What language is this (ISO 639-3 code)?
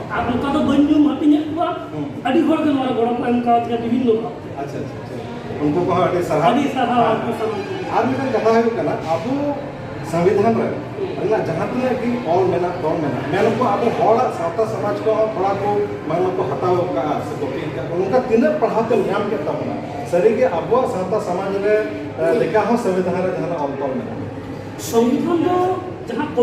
sat